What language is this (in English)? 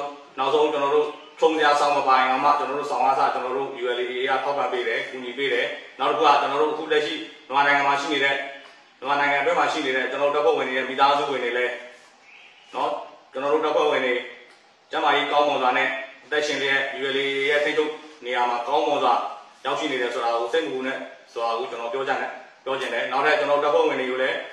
Burmese